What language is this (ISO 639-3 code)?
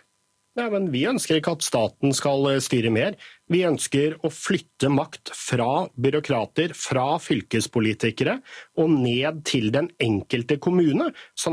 nor